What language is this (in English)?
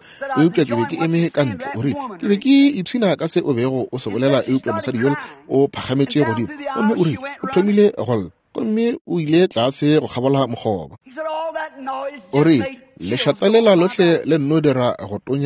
Northern Sotho